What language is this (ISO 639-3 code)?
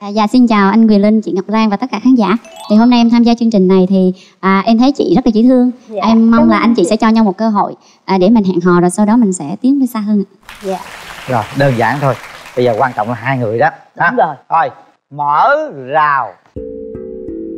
vie